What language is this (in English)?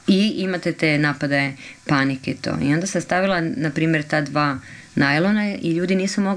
Croatian